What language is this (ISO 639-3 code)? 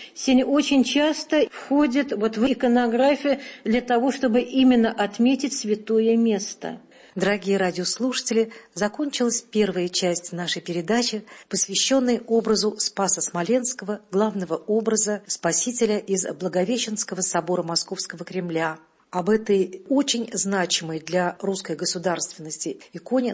rus